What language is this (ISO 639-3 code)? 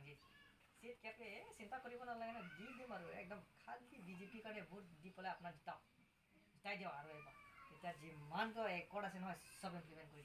mjw